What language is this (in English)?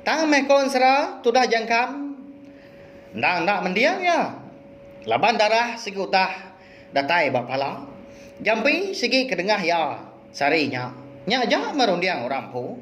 Iban